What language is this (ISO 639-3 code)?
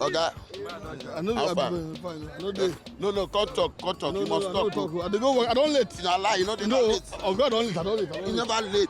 pcm